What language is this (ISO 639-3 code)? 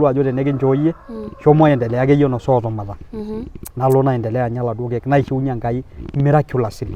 mas